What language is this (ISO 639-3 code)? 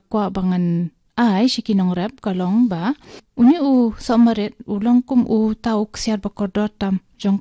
kha